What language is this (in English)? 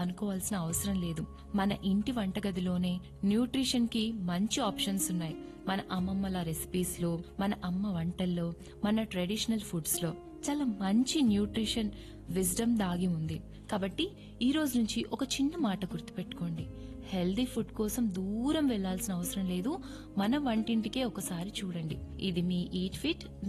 Telugu